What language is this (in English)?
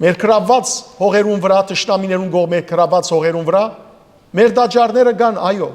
Western Armenian